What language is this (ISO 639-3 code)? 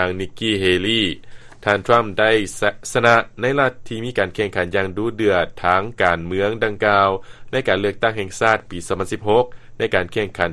lao